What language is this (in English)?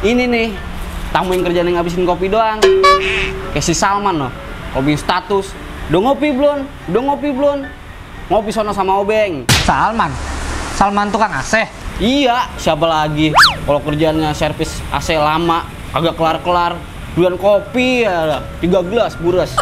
Betawi